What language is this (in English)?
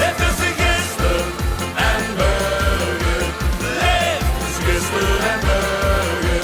Limburgish